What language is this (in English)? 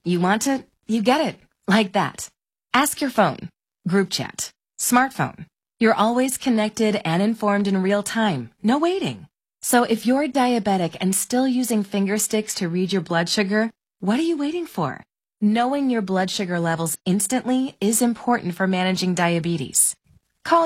English